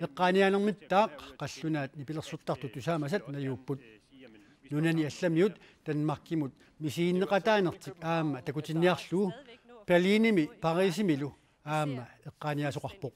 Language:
Kalaallisut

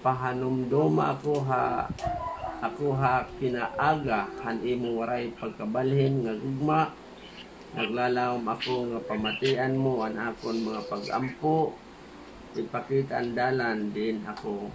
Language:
Waray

